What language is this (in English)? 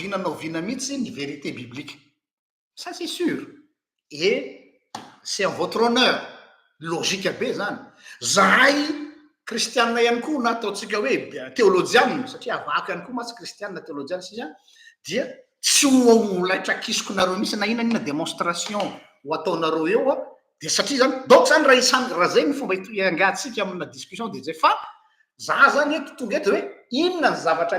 Malagasy